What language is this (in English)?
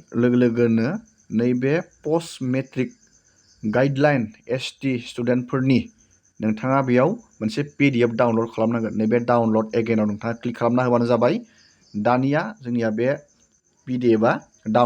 Bodo